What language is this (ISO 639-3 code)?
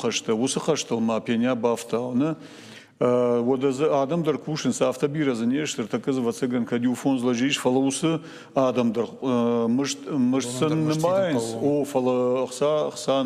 oss